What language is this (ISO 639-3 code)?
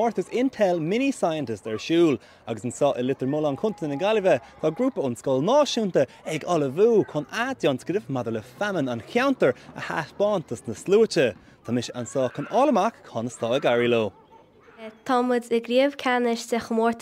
gle